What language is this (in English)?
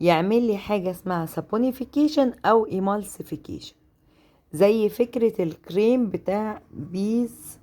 Egyptian Arabic